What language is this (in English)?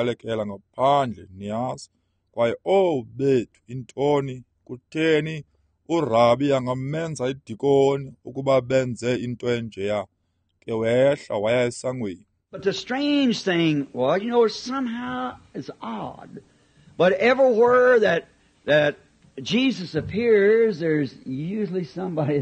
Xhosa